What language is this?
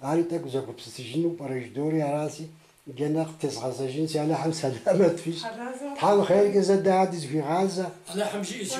Kabardian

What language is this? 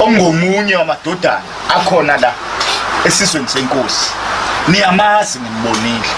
Zulu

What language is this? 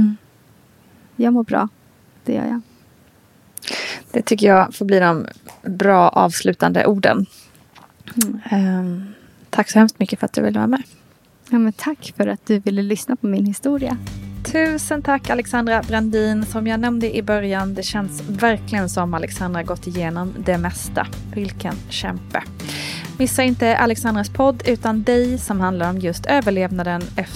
Swedish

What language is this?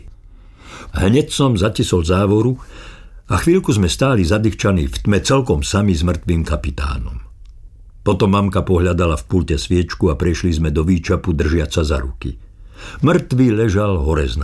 Slovak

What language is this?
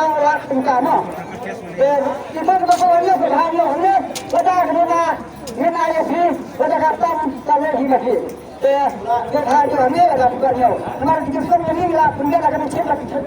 Khasi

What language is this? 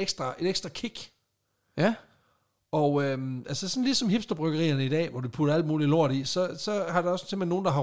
Danish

